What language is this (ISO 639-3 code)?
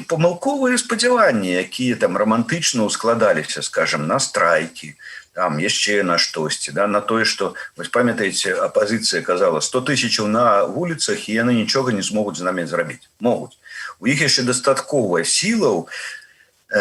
bel